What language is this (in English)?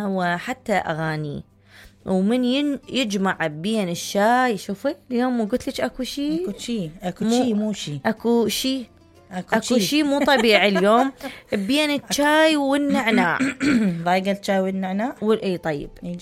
Mesopotamian Arabic